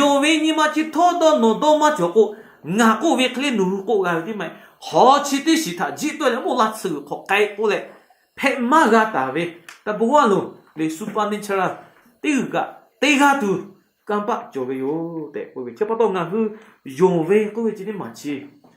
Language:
Lahu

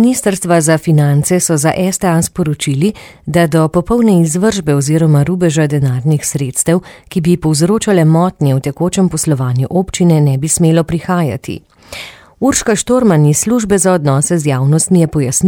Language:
Slovenian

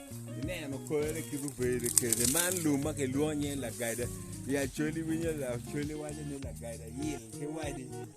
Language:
Acoli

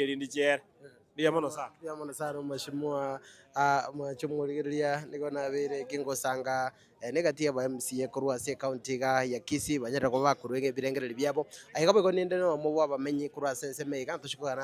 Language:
Gusii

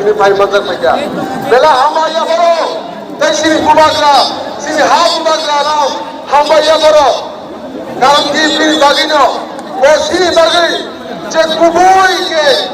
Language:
Kok Borok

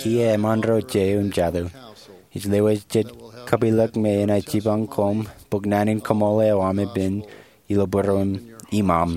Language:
Marshallese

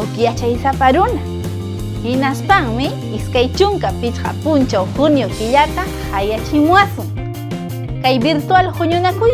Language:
Ayacucho Quechua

